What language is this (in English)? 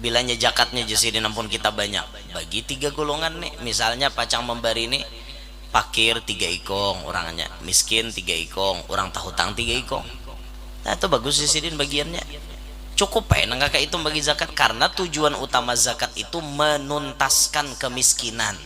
Banjar